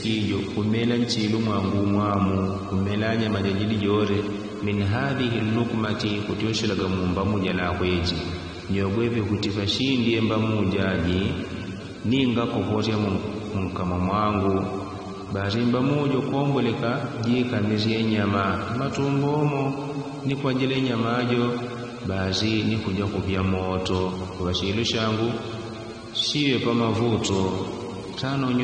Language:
Yao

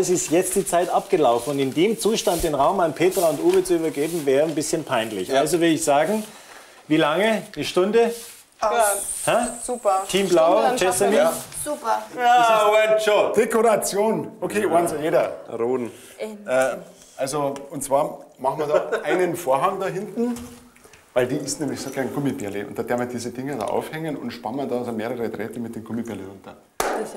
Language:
German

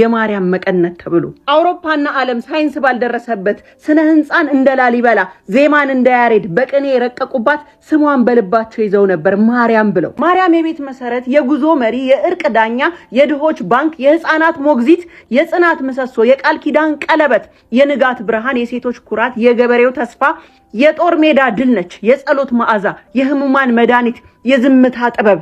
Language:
Amharic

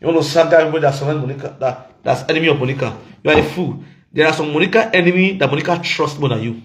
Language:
Nigerian Pidgin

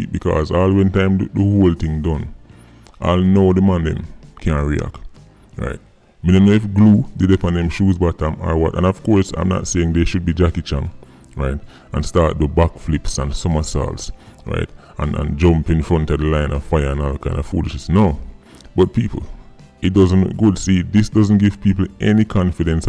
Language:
Jamaican Creole English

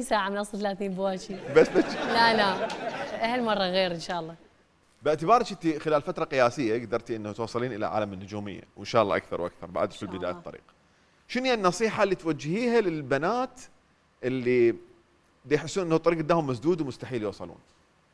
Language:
Mesopotamian Arabic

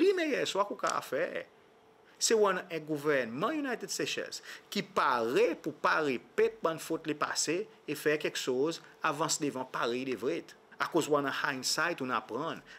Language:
Seselwa Creole French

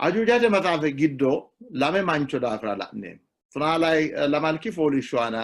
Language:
Sidamo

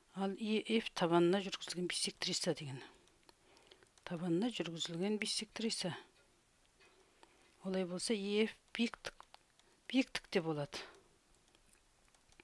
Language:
Kazakh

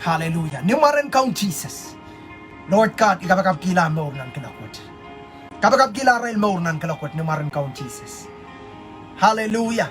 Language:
Pohnpeian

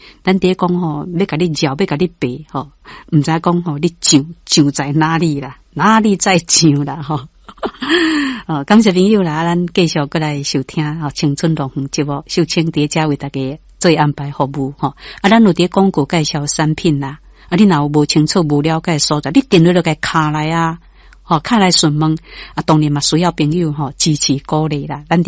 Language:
Min Nan Chinese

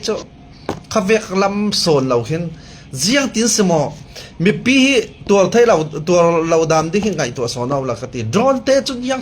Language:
Falam Chin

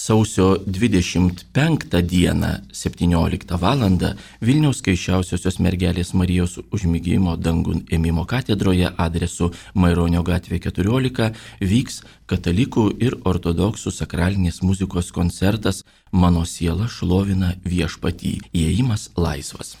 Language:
Lithuanian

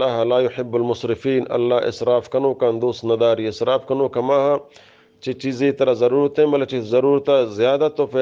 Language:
Eastern Balochi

